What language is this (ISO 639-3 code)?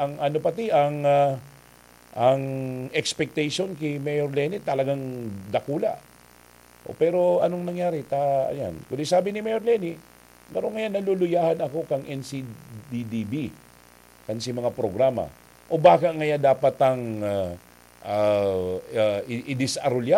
bik